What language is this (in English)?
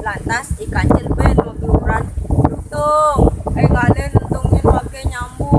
Balinese